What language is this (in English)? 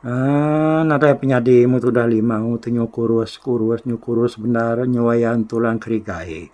Iban